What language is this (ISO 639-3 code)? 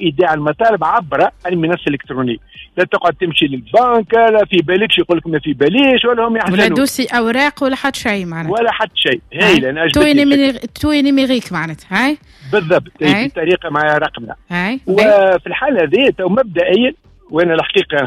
aeb